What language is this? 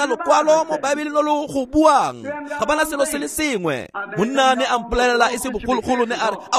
Tswana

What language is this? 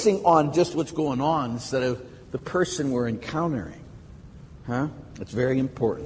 English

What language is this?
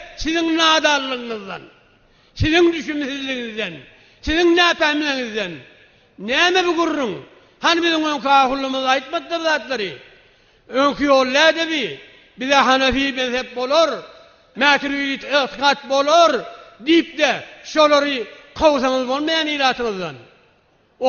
Turkmen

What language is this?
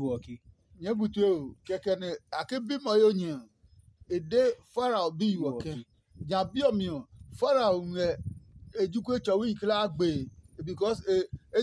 Adangme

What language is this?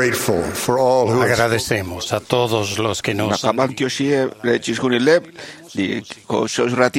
Kekchí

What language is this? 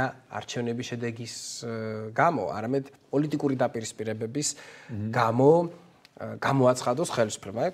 Georgian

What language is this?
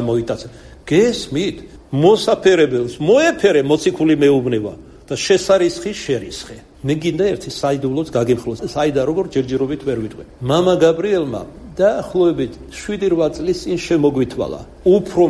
Georgian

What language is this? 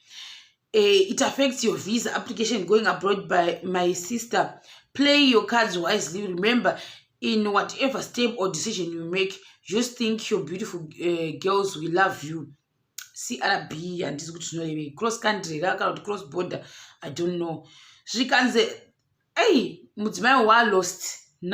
Shona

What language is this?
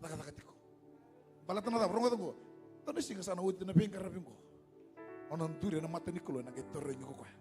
Fijian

